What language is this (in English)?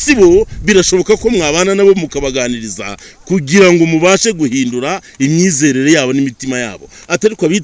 Kinyarwanda